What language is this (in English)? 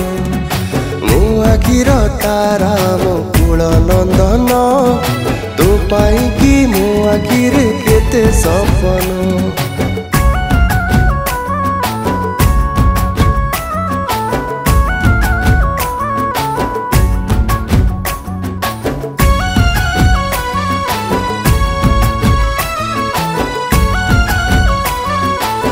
Odia